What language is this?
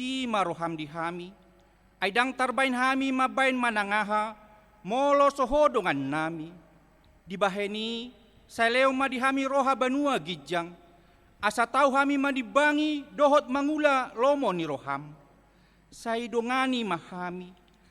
Batak Toba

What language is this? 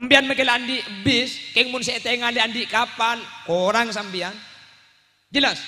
Madurese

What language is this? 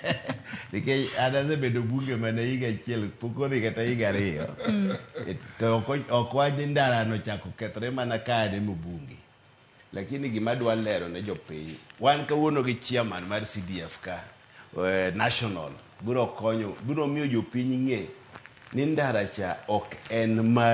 Luo (Kenya and Tanzania)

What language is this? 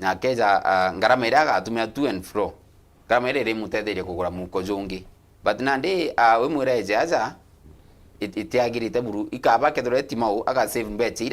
Meru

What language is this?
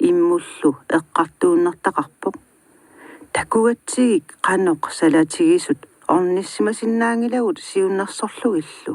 Kalaallisut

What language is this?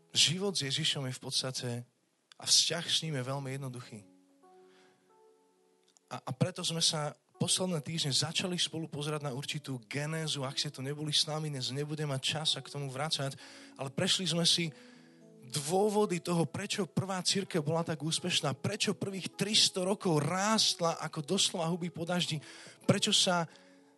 Slovak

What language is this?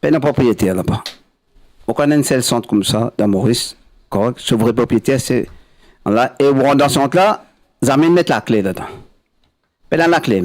Morisyen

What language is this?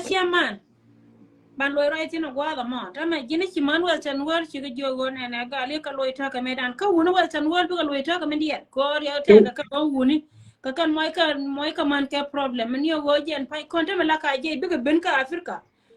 Nuer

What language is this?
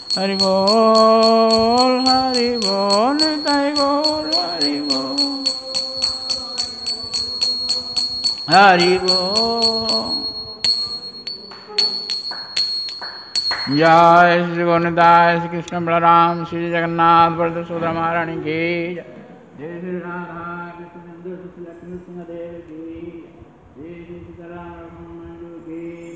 Odia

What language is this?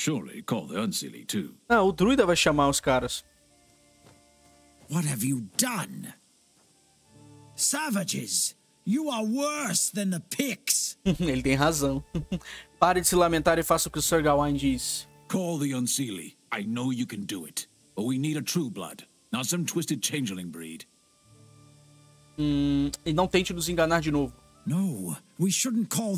Portuguese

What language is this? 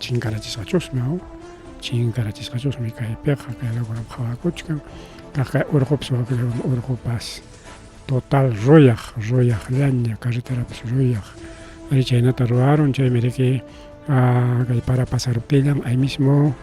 Ayacucho Quechua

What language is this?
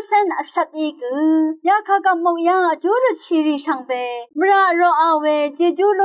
Rawang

